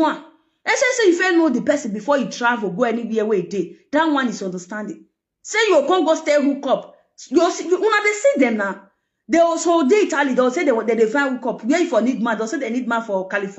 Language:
Nigerian Pidgin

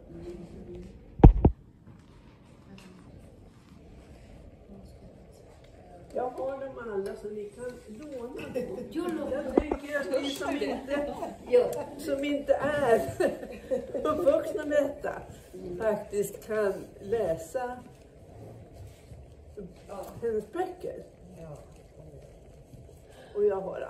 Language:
Swedish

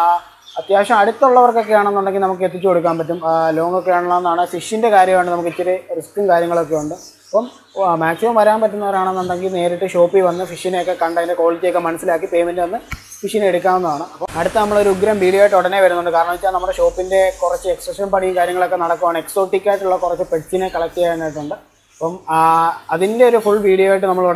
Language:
Malayalam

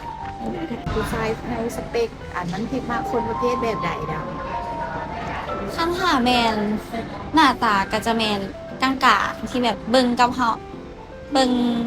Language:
Lao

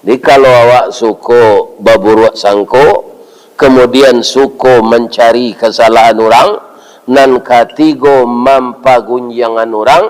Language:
Minangkabau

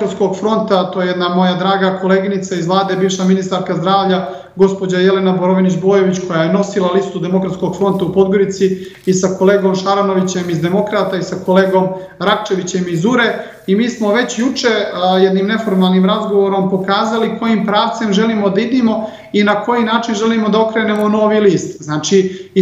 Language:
Serbian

